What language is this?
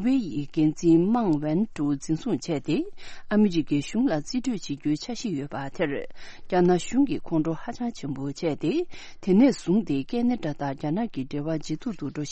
Tibetan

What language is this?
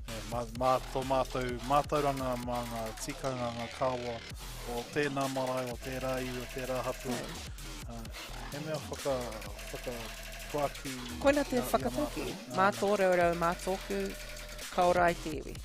Māori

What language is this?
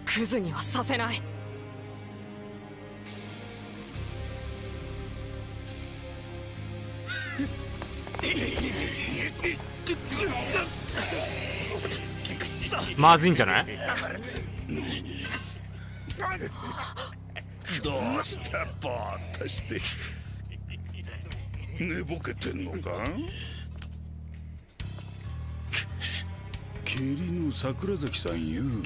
Japanese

